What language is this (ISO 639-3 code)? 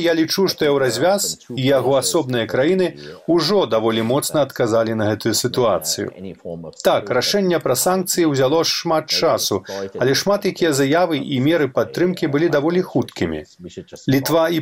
bel